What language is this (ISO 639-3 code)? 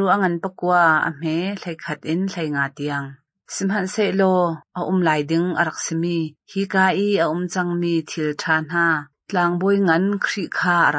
cnh